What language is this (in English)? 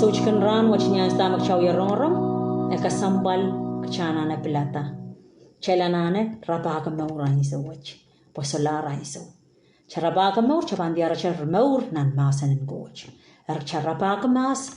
Pohnpeian